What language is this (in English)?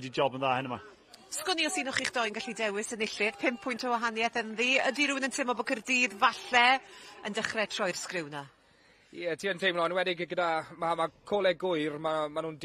Welsh